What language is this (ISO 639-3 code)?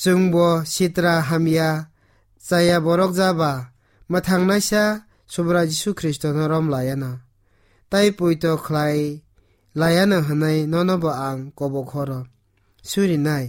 trp